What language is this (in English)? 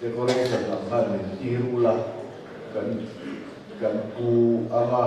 Mizo